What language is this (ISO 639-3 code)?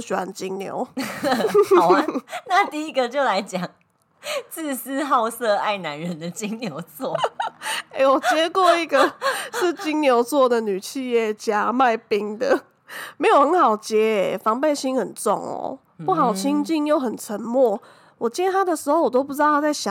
zho